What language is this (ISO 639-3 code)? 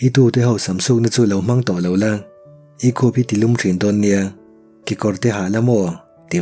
lus